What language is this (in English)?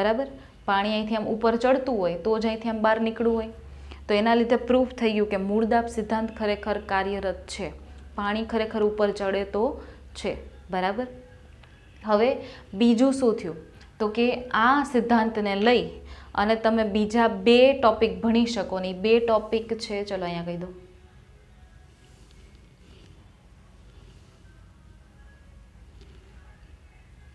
Gujarati